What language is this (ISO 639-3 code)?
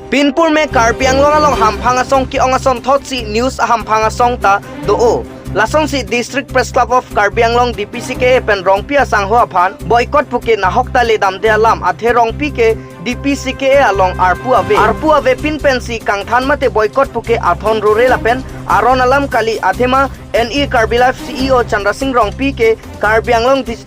mjw